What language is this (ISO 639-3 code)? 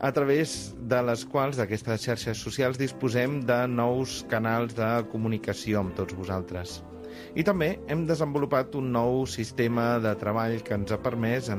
cat